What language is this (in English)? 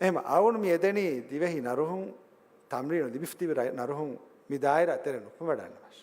Divehi